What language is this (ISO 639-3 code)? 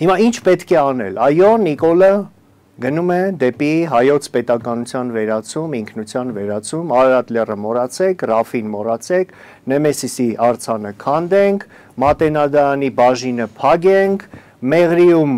hye